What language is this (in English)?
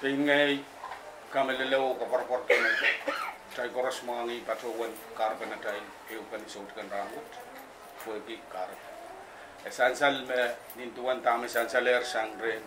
Pohnpeian